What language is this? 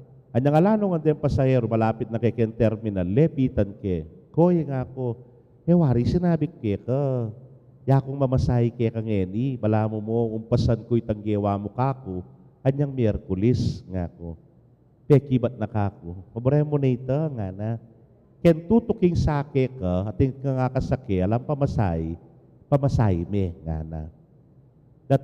Pampanga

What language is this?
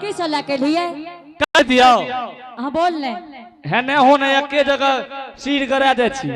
Angika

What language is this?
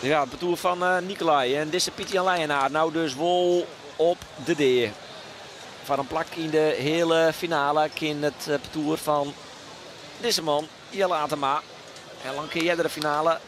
Western Frisian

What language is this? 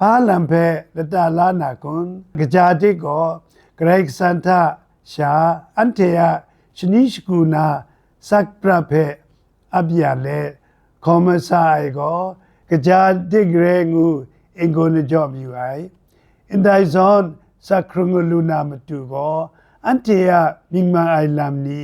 Kachin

